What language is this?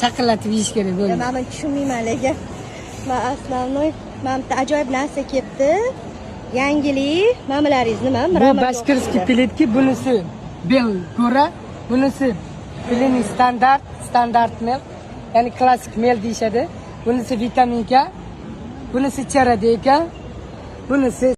Uzbek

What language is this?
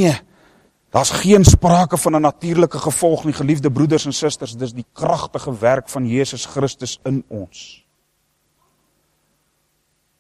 Afrikaans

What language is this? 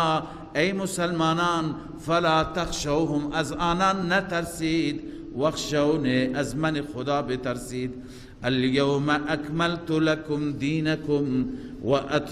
Persian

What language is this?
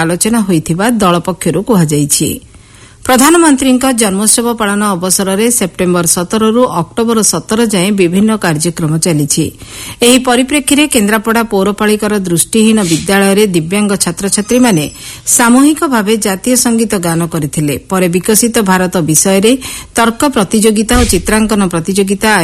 Odia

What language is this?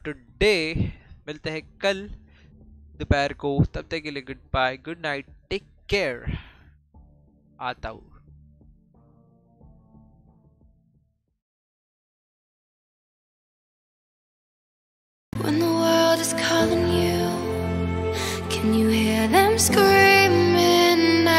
Hindi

